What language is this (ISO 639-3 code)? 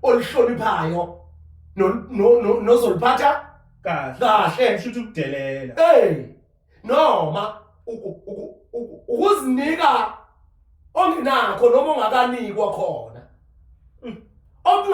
zul